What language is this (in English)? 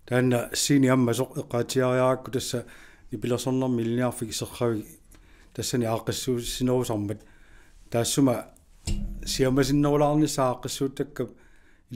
Kalaallisut